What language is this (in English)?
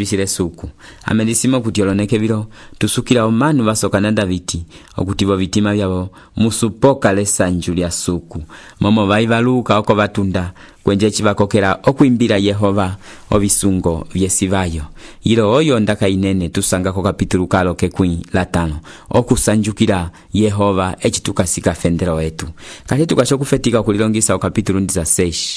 Umbundu